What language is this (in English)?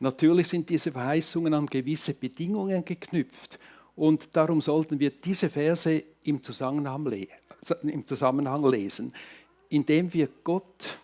Swiss German